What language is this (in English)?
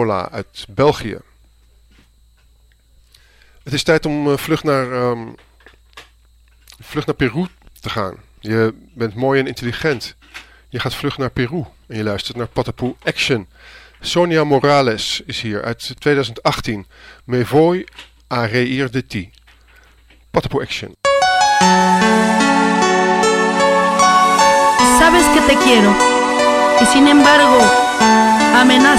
Dutch